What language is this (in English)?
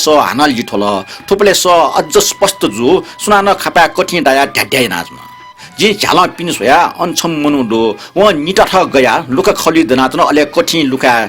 Newari